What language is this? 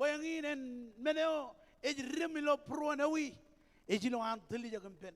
Marshallese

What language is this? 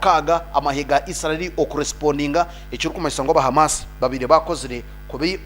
Nyankole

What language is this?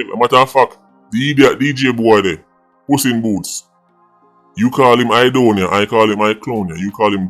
Jamaican Creole English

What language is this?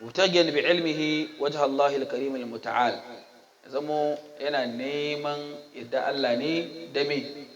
Hausa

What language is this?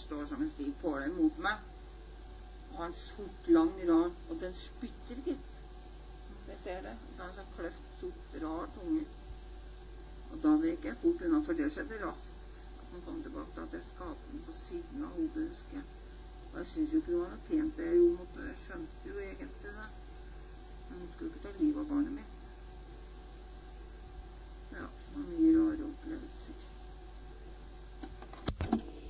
Norwegian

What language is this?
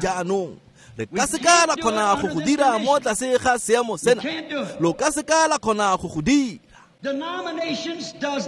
Tswana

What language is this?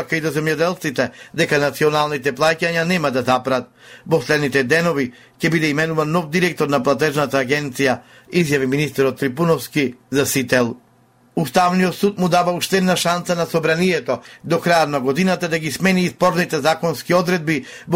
Macedonian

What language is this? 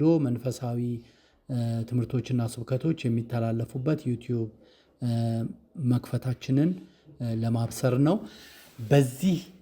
Amharic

